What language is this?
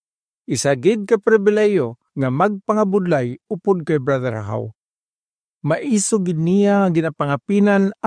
Hiligaynon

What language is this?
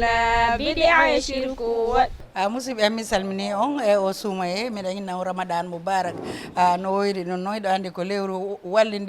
Fula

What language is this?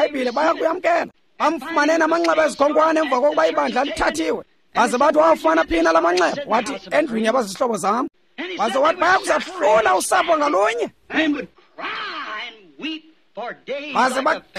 Xhosa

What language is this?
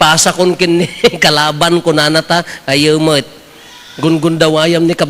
Iloko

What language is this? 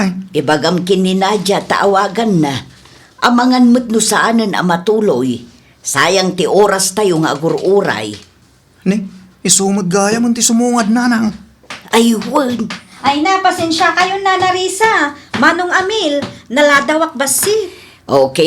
Iloko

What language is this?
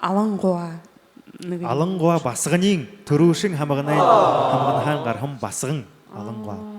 Buriat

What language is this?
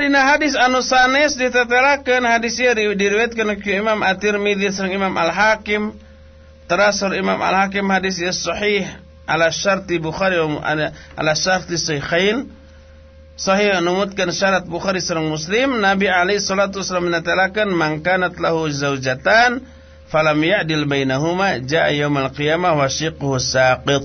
Sundanese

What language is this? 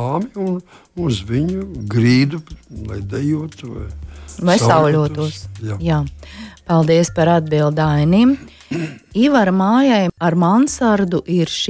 Latvian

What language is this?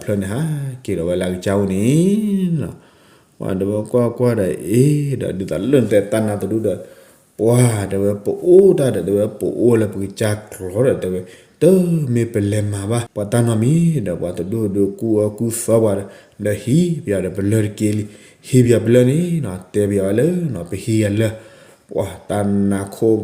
S'gaw Karen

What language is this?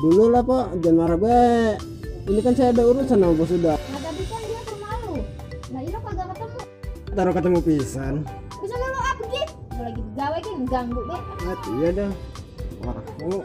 Betawi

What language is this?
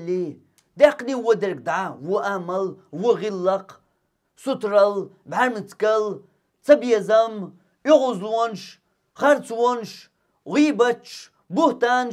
Chechen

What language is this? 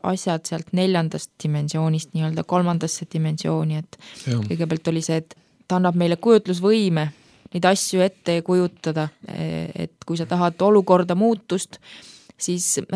Estonian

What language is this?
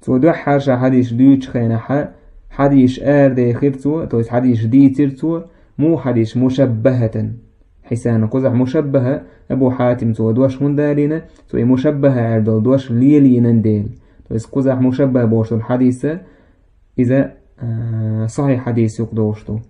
Chechen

